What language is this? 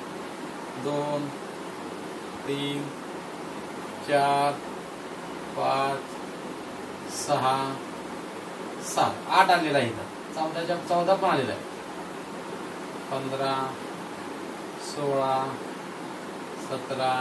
Marathi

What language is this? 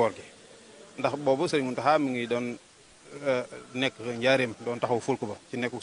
Wolof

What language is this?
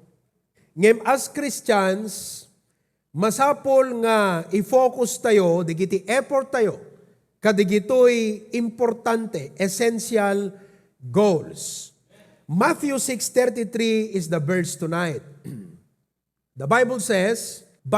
Iloko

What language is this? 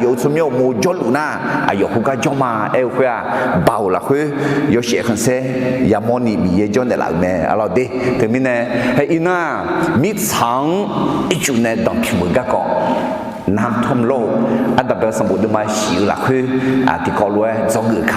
Akha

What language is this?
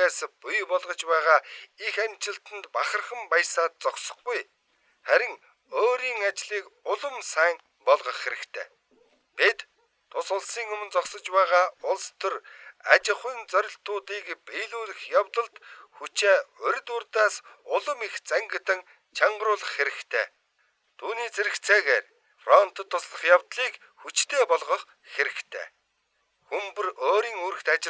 Mongolian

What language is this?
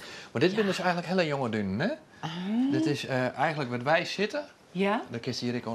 Western Frisian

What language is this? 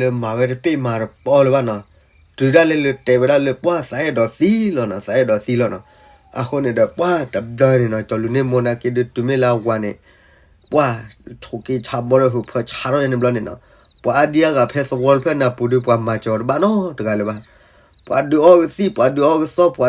S'gaw Karen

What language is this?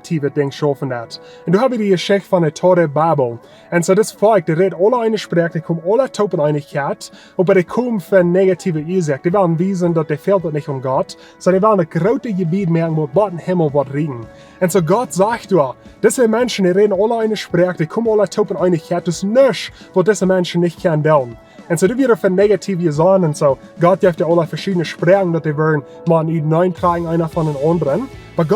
Plautdietsch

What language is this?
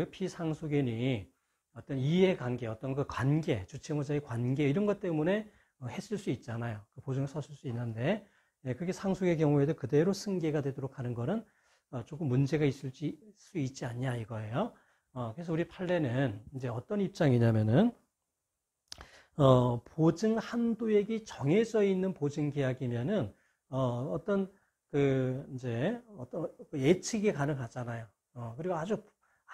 Korean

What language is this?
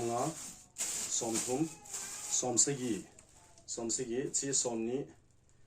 Thado Chin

